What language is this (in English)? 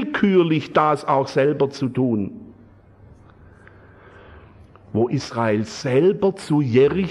German